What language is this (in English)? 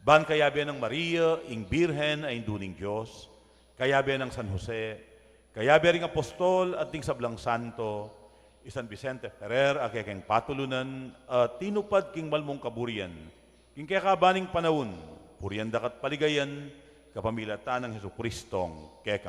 Pampanga